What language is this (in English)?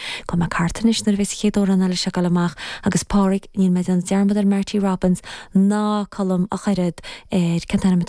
Irish